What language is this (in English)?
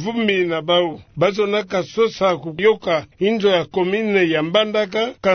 Kituba (Democratic Republic of Congo)